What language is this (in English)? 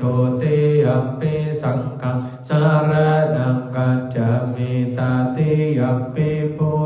Pali